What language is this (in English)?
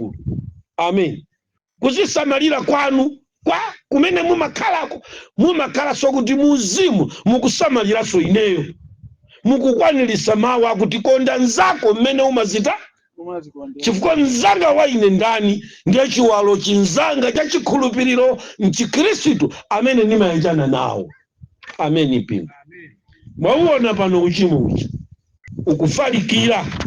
Nyanja